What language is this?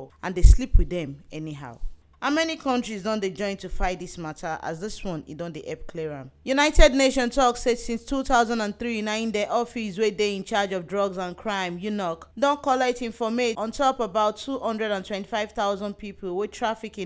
Nigerian Pidgin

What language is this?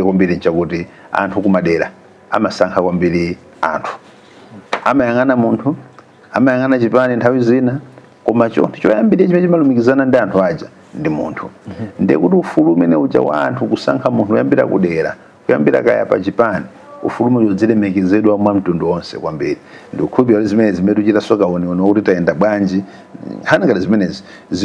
Nyanja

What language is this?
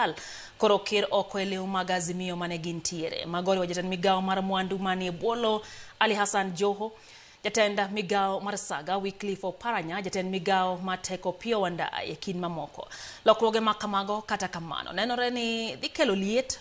Luo (Kenya and Tanzania)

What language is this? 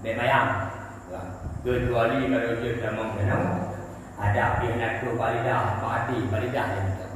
Achinese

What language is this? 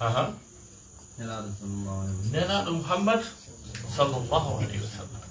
Fula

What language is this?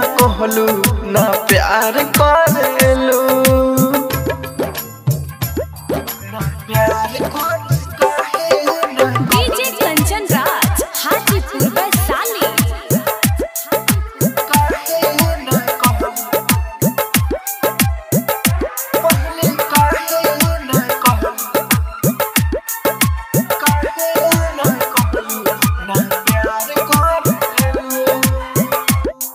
Bhojpuri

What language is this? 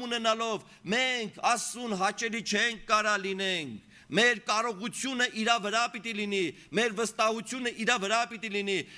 Armenian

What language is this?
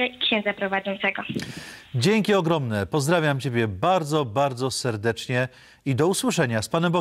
Polish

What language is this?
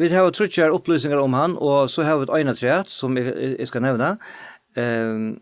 Faroese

